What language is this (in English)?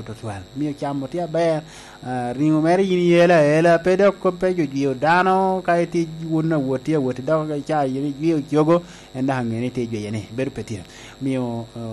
Lango (Uganda)